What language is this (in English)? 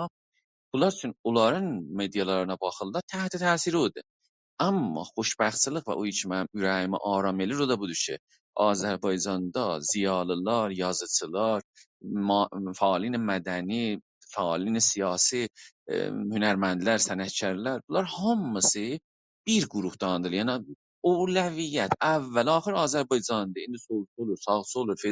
South Azerbaijani